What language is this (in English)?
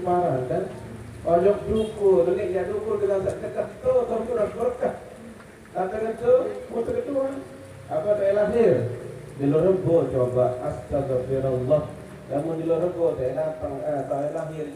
Sasak